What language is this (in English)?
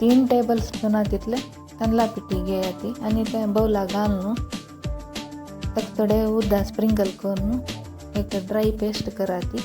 Konkani